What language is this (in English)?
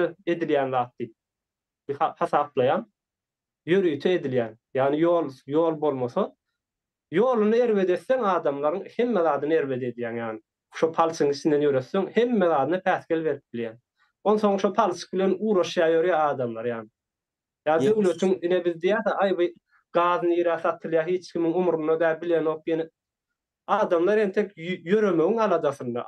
Turkmen